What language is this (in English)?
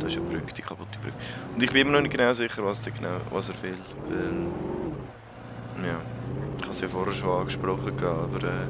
Swiss German